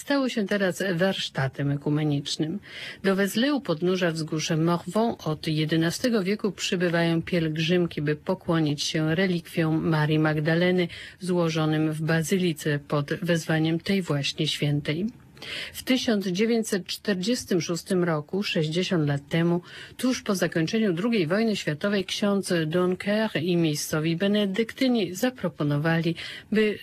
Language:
Polish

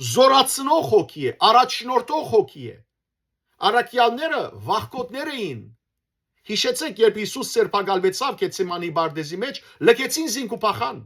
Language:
Western Armenian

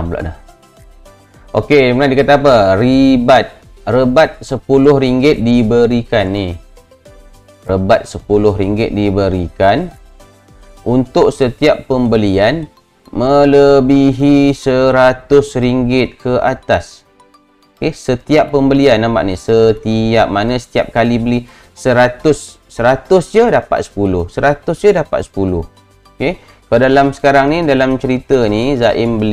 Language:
Malay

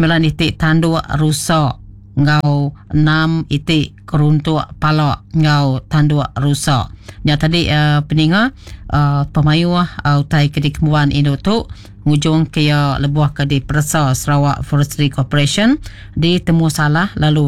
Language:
Iban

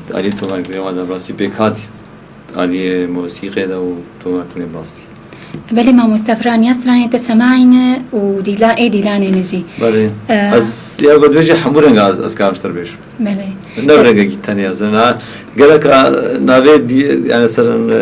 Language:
Kurdish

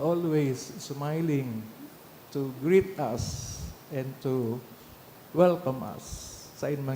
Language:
Bikol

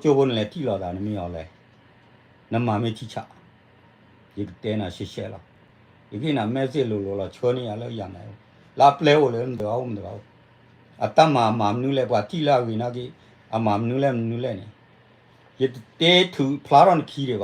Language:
S'gaw Karen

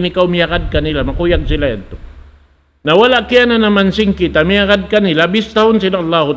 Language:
Tausug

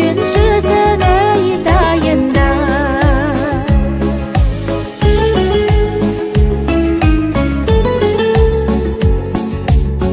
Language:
Kazakh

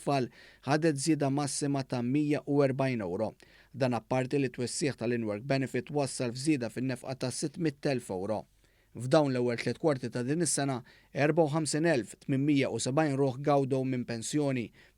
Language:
Maltese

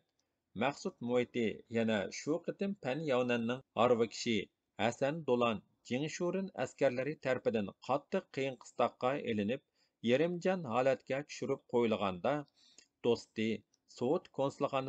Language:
Uyghur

